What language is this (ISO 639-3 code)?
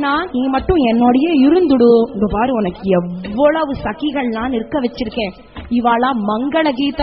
tam